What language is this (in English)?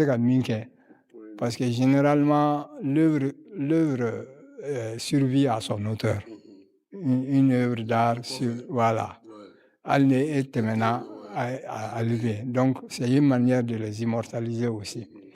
Bambara